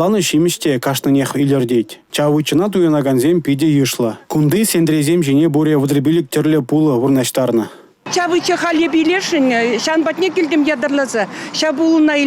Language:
Chuvash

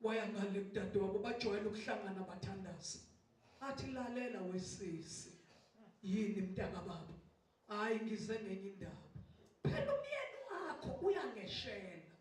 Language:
Zulu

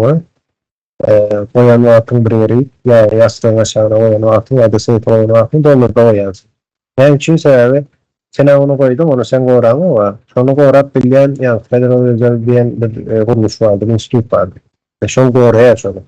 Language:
Turkmen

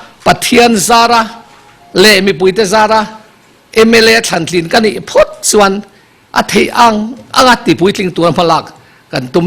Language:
Mizo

